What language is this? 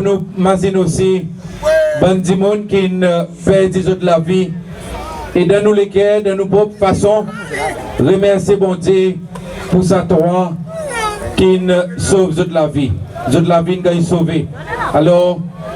Seselwa Creole French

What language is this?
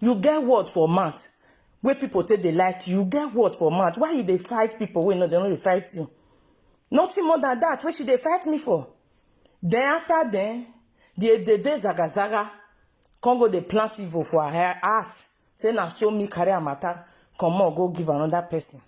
Nigerian Pidgin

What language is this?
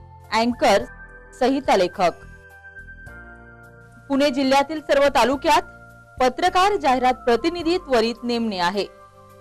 Marathi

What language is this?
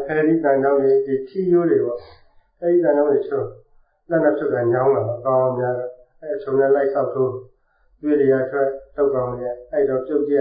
Burmese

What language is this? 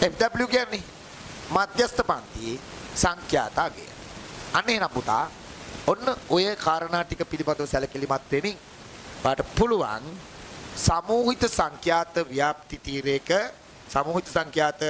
Sinhala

